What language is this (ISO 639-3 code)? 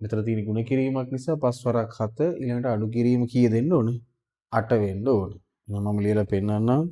sin